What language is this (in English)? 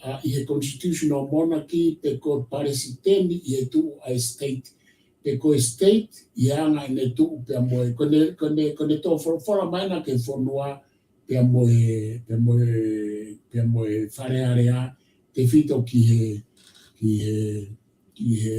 Tongan